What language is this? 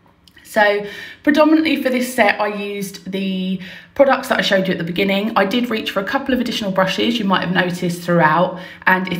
English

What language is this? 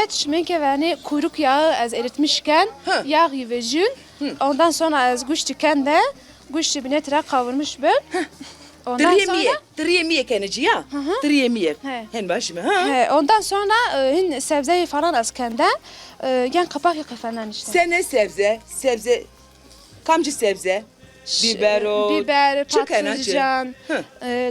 Zaza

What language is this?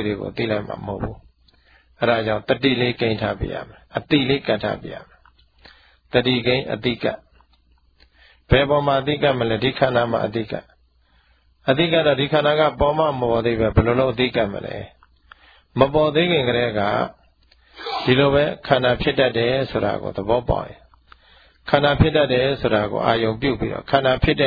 Burmese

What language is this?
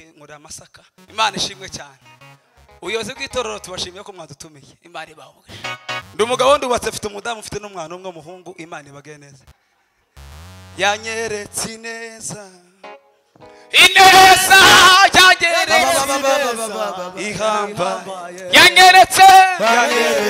Kinyarwanda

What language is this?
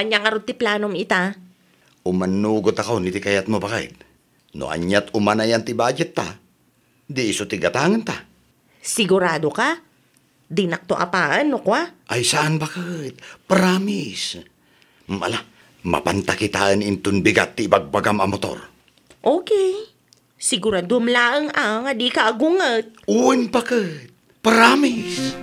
Iloko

